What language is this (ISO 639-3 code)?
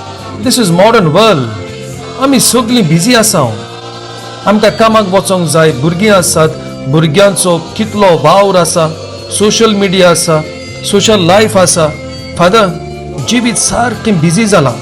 kok